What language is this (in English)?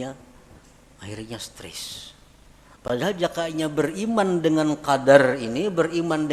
Banjar